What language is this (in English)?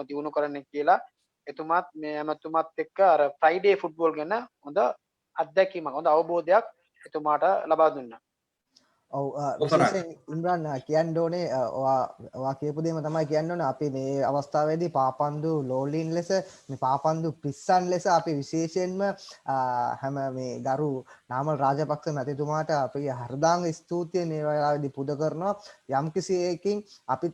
Sinhala